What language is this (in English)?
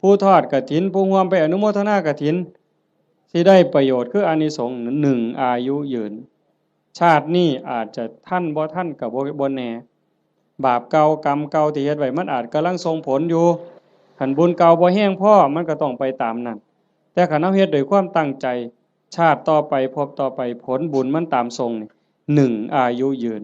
Northeastern Thai